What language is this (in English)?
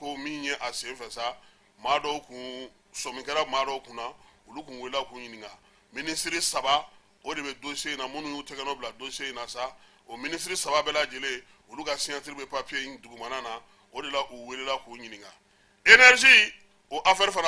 Bambara